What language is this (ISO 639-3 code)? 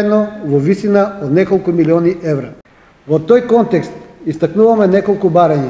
mkd